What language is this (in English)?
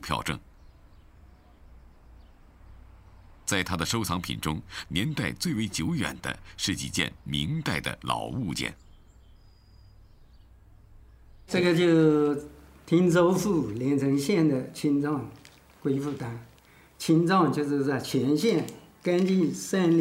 Chinese